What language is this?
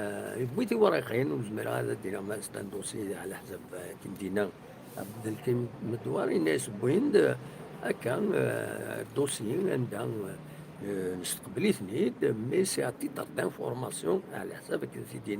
Kabyle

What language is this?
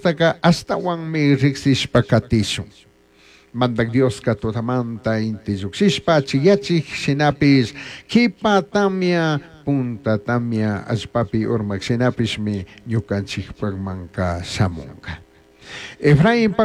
Chimborazo Highland Quichua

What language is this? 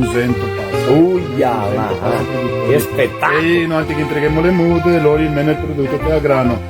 Venetian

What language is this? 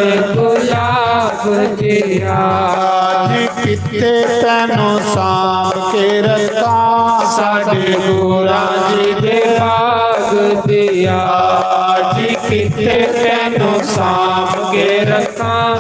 Dogri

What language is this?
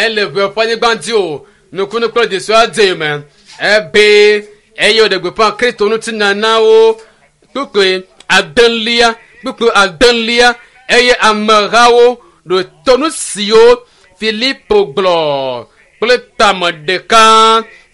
Ewe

